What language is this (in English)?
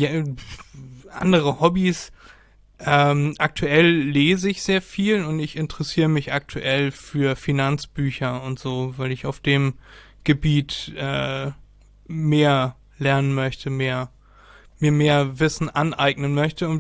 German